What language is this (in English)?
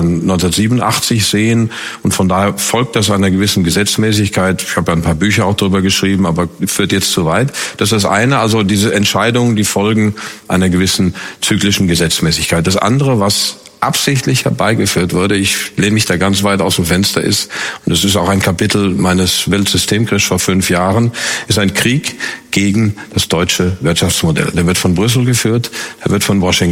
German